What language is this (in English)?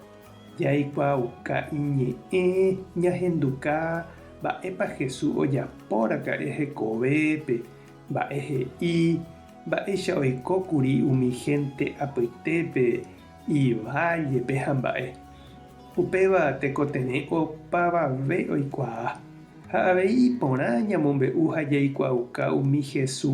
Guarani